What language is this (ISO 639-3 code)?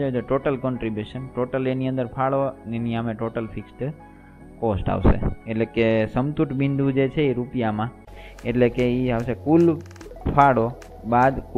guj